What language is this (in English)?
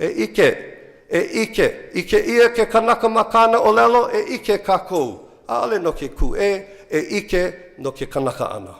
Hawaiian